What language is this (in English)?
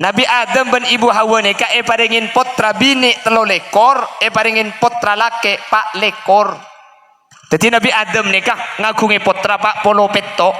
Madurese